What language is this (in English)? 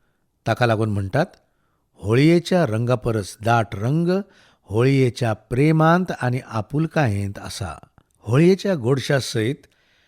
Konkani